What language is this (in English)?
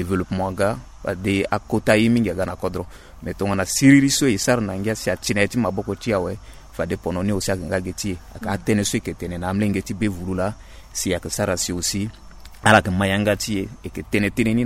Sango